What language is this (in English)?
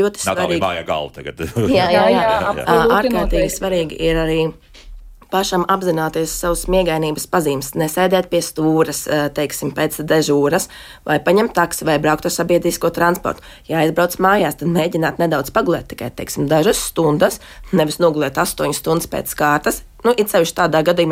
Latvian